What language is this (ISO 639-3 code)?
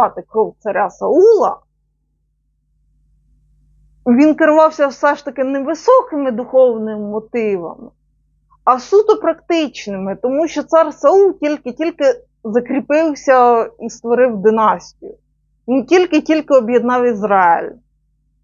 ukr